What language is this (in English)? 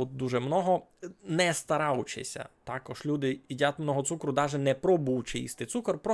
Rusyn